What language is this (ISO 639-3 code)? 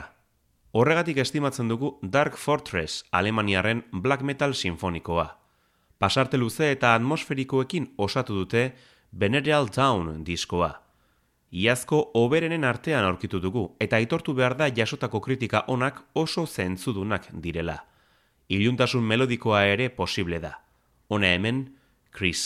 eus